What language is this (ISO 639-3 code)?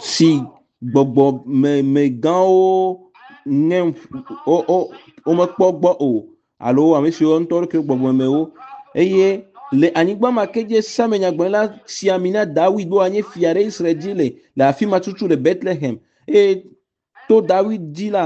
ewe